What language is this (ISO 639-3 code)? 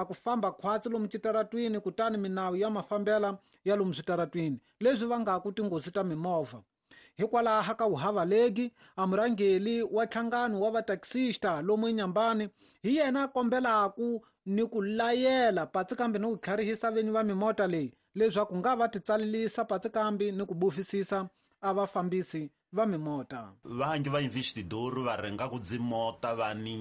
tso